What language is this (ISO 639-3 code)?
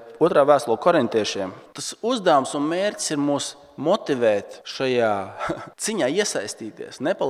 lav